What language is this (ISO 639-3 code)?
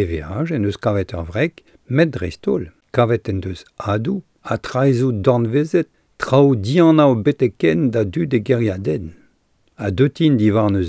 bre